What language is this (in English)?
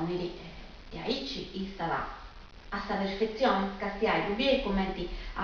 Sardinian